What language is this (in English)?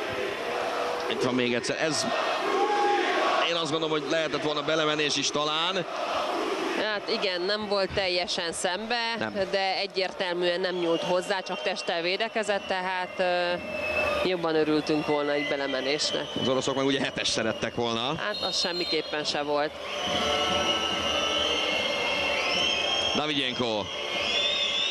Hungarian